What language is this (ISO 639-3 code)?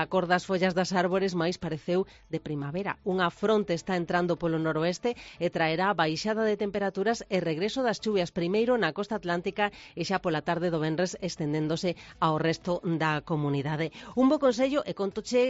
glg